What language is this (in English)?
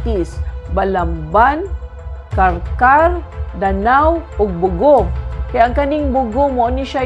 Cebuano